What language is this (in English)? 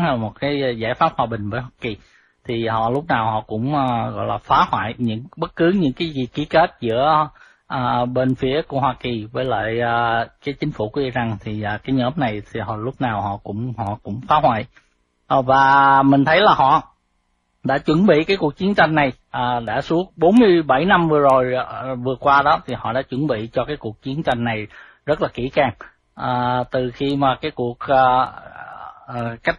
Vietnamese